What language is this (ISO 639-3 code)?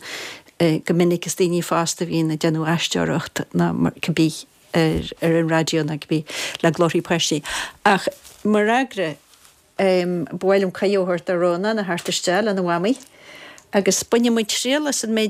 gle